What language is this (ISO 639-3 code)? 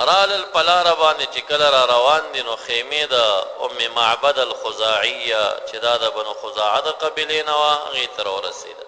pus